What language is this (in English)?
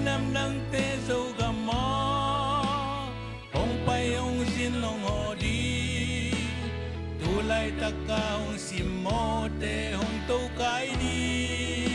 Tedim Chin